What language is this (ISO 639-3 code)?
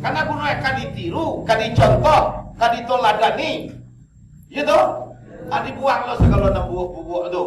min